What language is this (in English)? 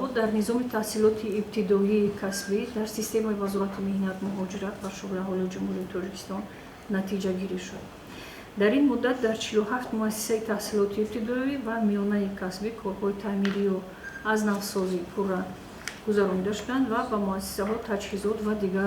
Tajik